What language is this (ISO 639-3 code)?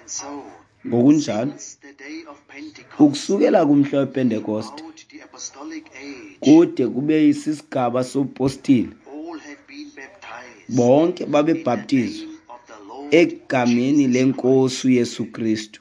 xho